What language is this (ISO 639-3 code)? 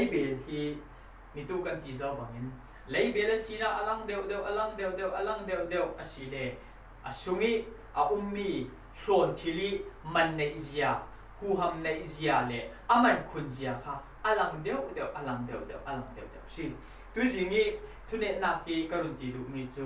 cfm